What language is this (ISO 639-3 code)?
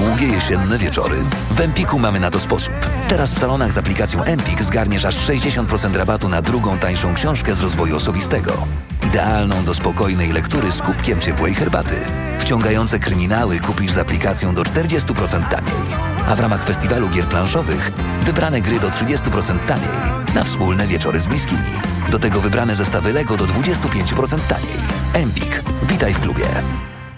pol